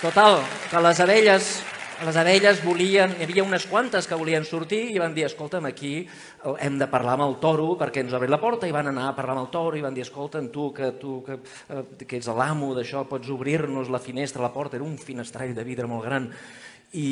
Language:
Catalan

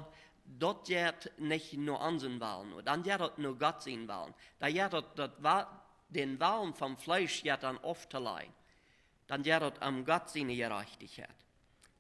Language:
Plautdietsch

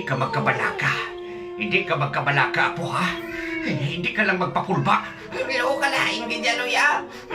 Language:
Hiligaynon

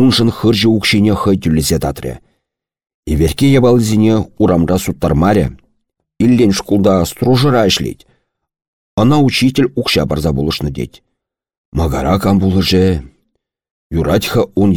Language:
Chuvash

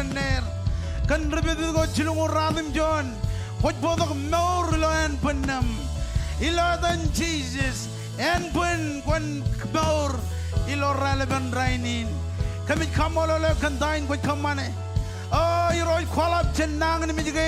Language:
Marshallese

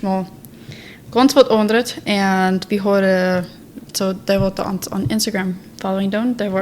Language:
Plautdietsch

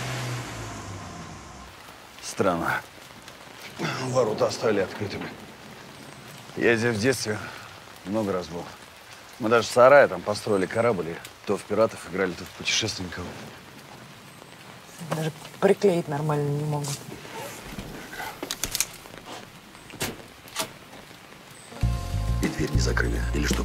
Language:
Russian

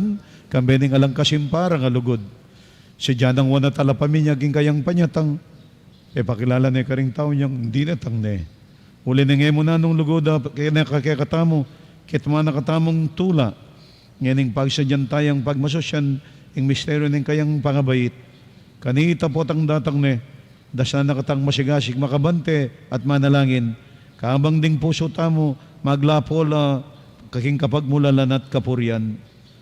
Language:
Pampanga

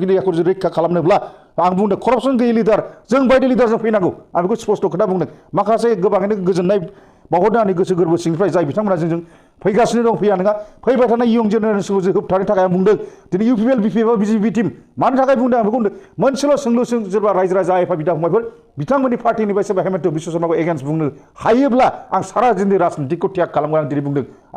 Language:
Bodo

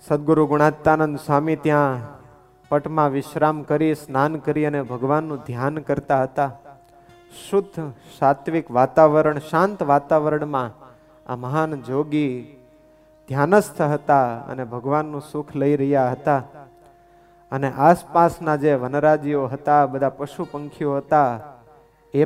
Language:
Gujarati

